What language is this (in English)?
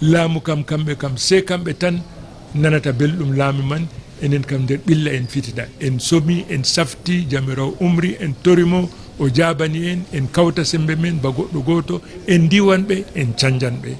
Fula